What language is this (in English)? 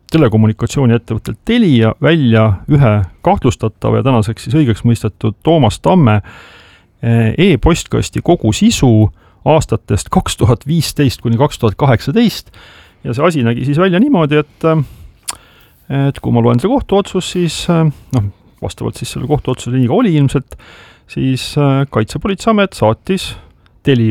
Estonian